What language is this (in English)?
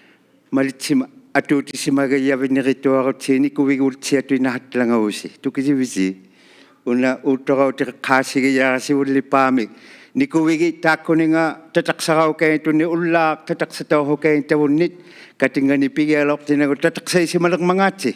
Inuktitut